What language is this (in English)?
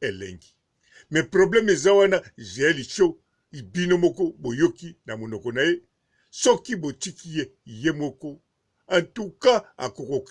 Lingala